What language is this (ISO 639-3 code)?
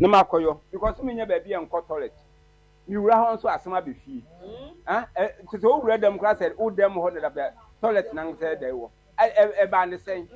aka